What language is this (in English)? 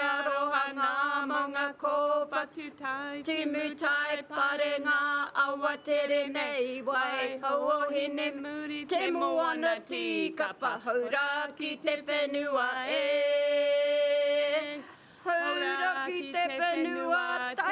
Māori